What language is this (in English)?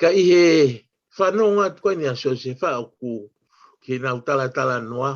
Tongan